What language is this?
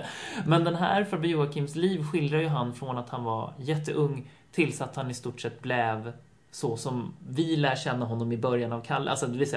Swedish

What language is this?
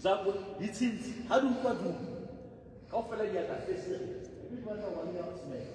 Southern Sotho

